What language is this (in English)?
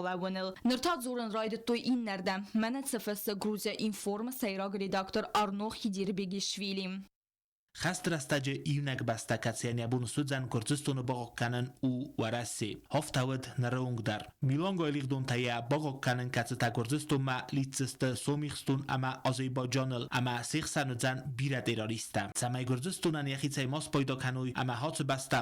Ossetic